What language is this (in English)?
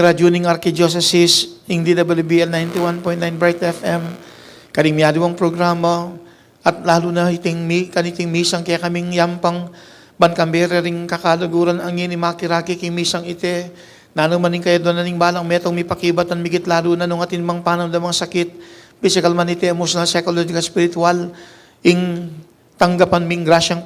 Pampanga